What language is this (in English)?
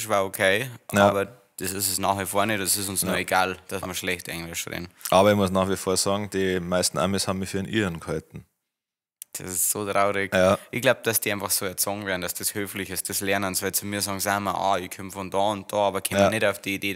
Bavarian